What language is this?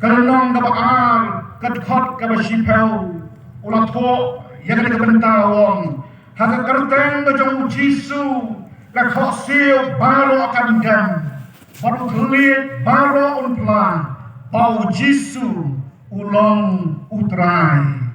Khasi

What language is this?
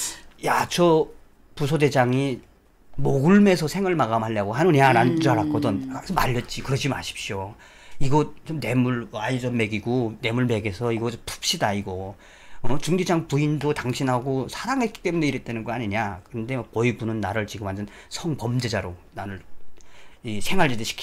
Korean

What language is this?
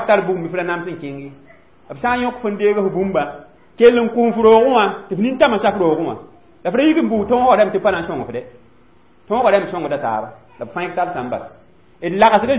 Mossi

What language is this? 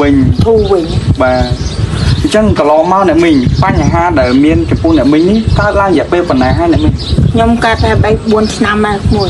Khmer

